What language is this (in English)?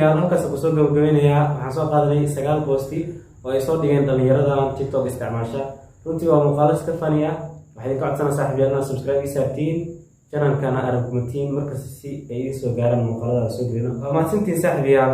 Somali